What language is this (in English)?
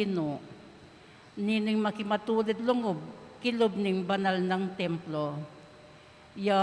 Pampanga